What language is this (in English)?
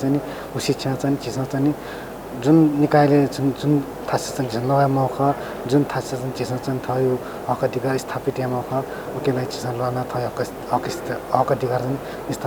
Newari